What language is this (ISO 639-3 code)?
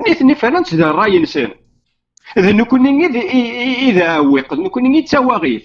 kab